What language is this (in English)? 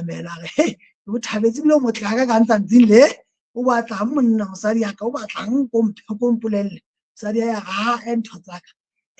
Southern Sotho